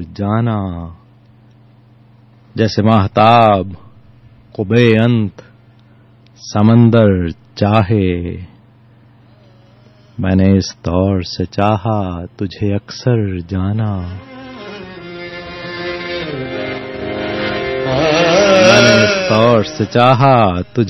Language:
Urdu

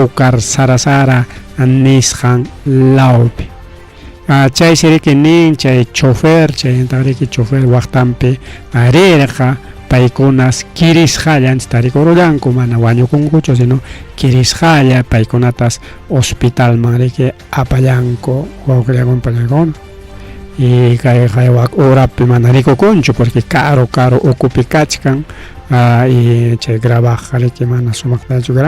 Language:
Ayacucho Quechua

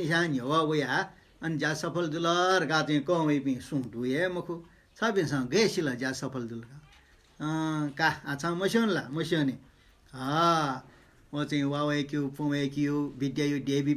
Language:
Newari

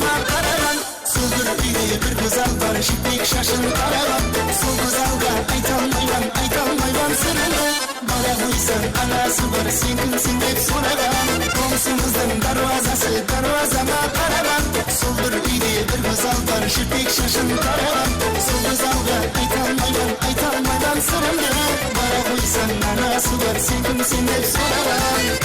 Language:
Kara-Kalpak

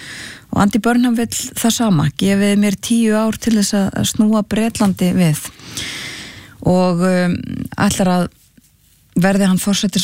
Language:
Icelandic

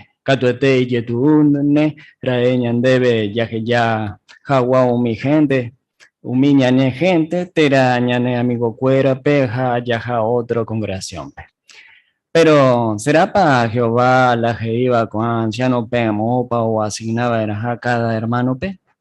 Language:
Guarani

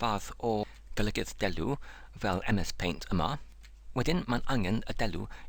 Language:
Welsh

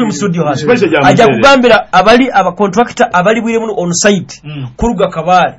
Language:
Nyoro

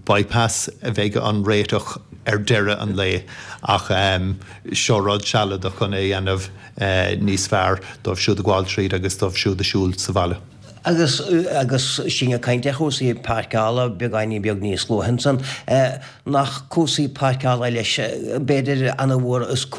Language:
Irish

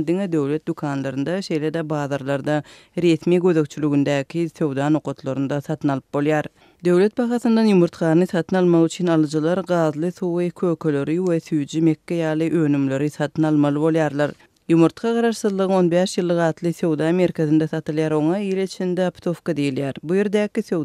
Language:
Turkmen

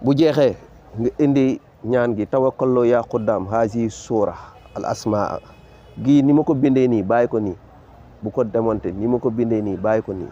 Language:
Wolof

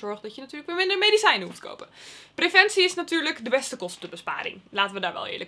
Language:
Dutch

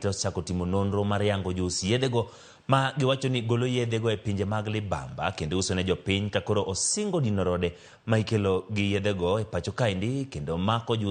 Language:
Luo (Kenya and Tanzania)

